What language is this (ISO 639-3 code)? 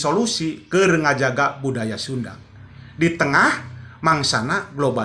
sun